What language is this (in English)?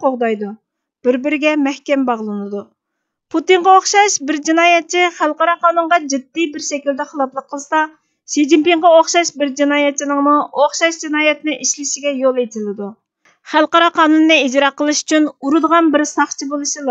Uyghur